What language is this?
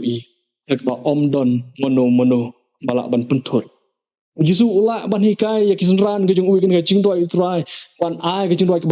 Khasi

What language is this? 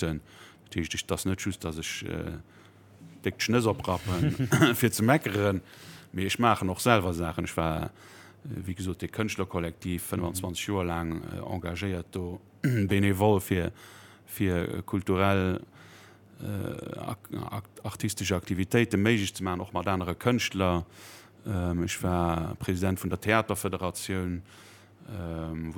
Luxembourgish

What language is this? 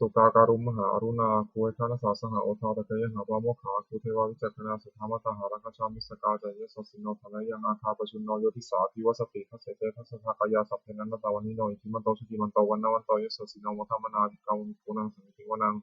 Pali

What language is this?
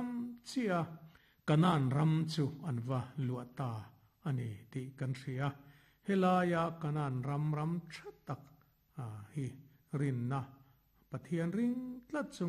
Mizo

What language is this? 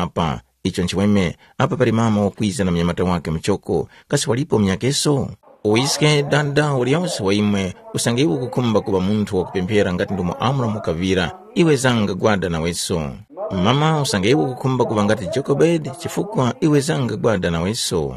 Tumbuka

